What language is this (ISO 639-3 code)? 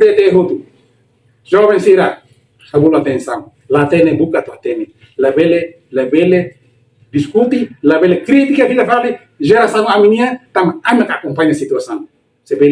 tet